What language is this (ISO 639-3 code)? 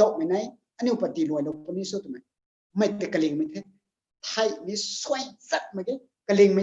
nbu